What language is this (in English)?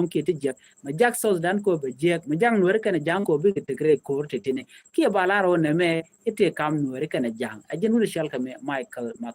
Nuer